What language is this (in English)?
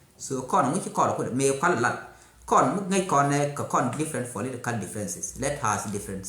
Nuer